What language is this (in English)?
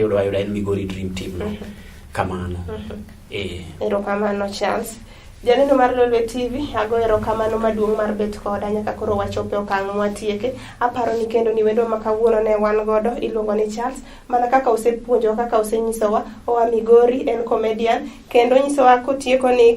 Luo (Kenya and Tanzania)